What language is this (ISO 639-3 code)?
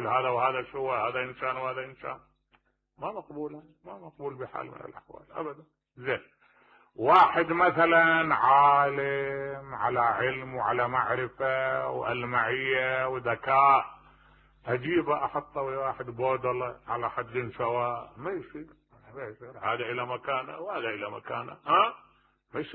acm